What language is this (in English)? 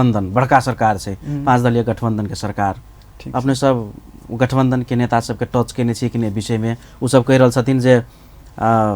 Maithili